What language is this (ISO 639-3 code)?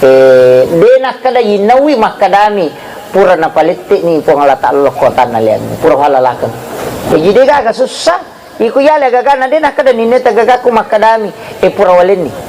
bug